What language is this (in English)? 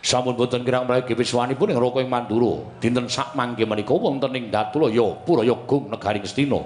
Javanese